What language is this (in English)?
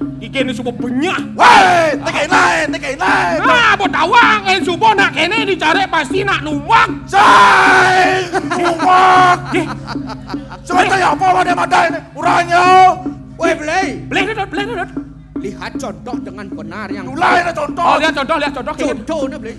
Balinese